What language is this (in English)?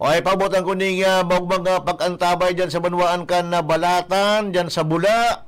Bikol